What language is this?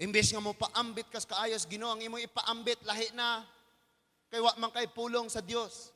Cebuano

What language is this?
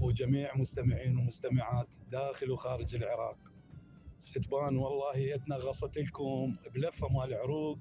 Mesopotamian Arabic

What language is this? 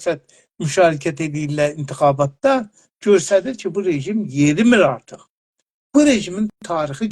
South Azerbaijani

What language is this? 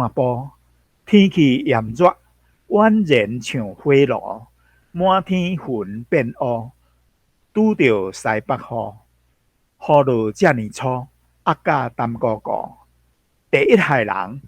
Min Nan Chinese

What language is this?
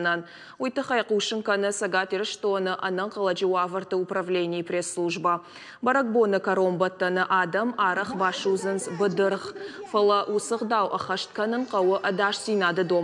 Ossetic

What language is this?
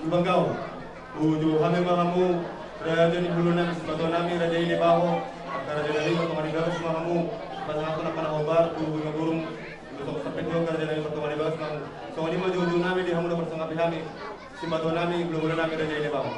Batak Toba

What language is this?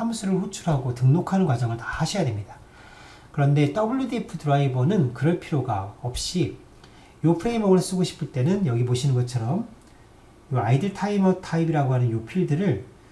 Korean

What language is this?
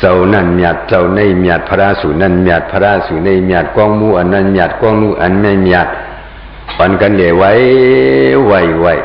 Shan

